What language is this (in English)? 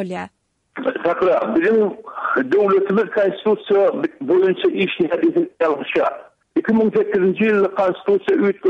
Turkmen